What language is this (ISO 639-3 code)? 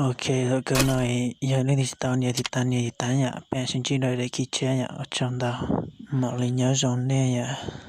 hmn